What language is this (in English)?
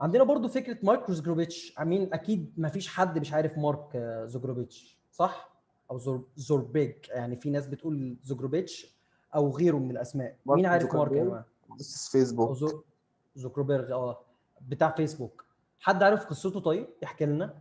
Egyptian Arabic